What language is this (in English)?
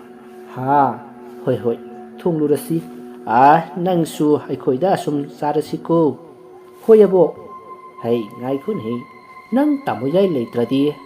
Manipuri